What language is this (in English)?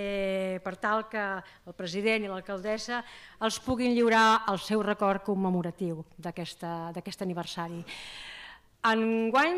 Catalan